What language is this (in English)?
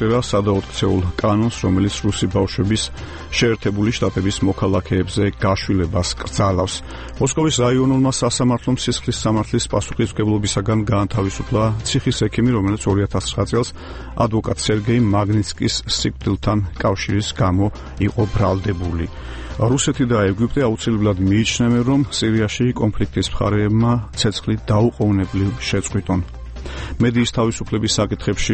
Georgian